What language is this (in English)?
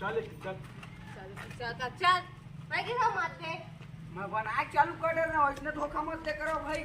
Chhattisgarhi